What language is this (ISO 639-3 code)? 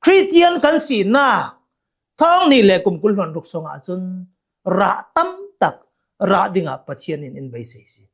cnh